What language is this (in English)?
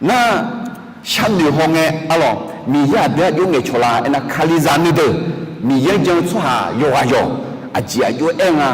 Akha